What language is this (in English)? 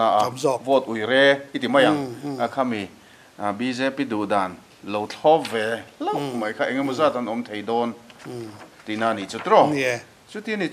Mizo